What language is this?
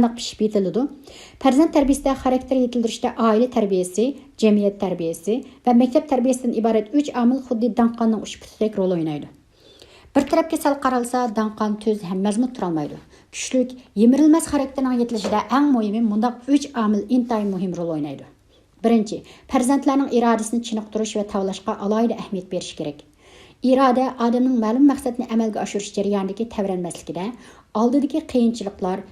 Uyghur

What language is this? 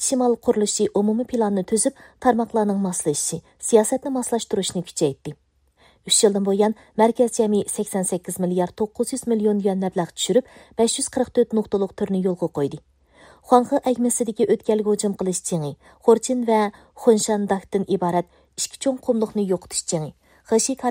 Uyghur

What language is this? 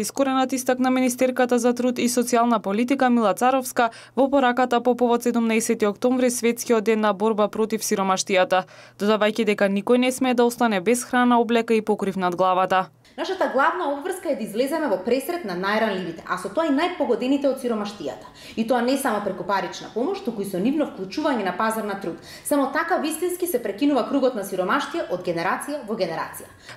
Macedonian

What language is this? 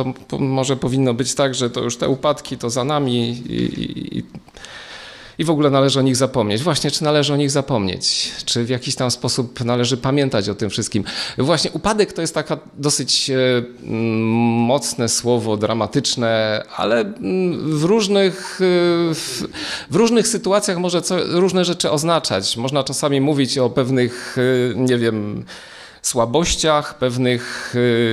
Polish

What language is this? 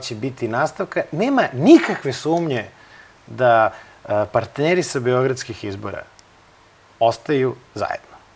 Serbian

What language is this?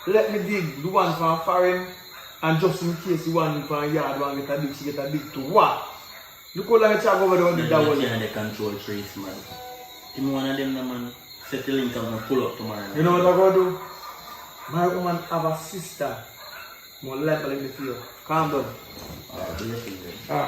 Jamaican Creole English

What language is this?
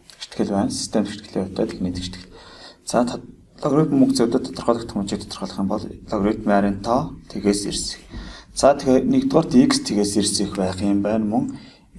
Mongolian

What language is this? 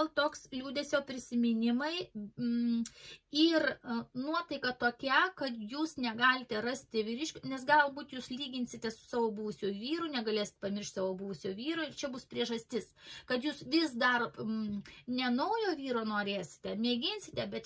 Lithuanian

